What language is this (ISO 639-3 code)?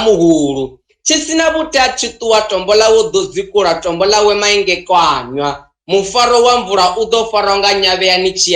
ven